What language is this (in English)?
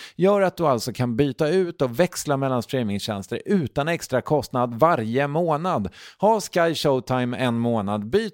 Swedish